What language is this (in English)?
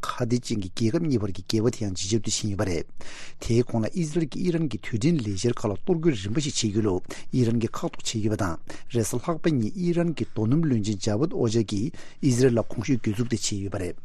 Tibetan